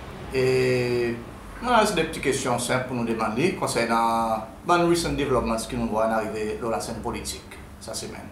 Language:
Seselwa Creole French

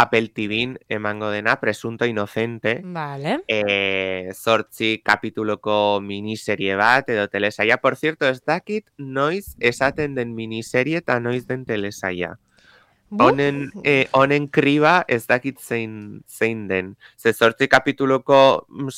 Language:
Basque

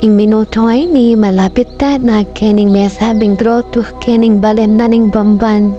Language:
Pampanga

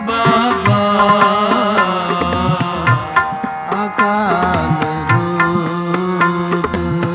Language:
Punjabi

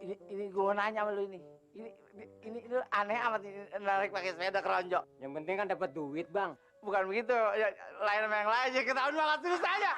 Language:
Betawi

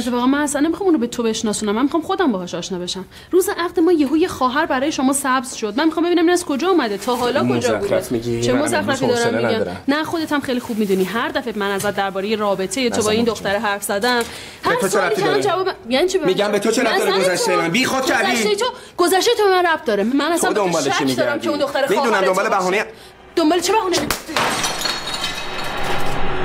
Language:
Persian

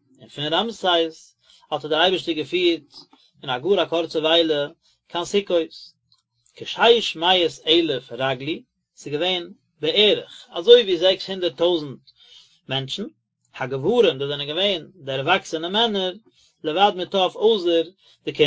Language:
Yiddish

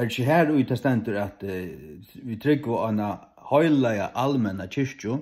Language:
Faroese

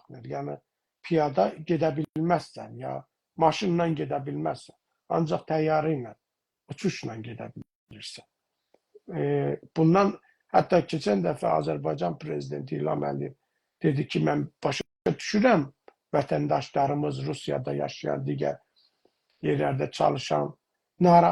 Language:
South Azerbaijani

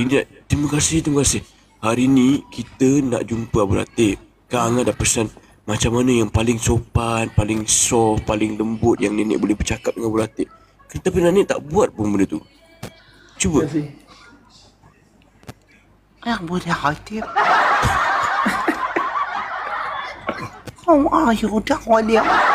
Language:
Malay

